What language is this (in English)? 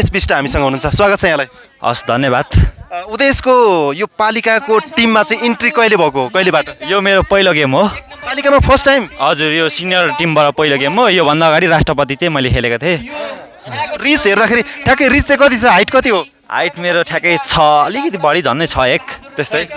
Nepali